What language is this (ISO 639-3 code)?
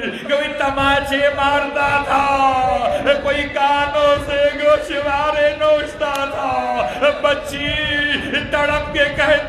urd